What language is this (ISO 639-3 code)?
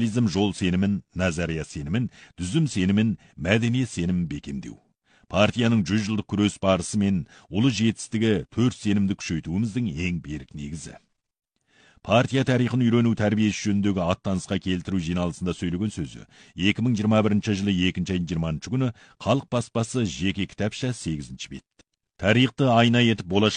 kaz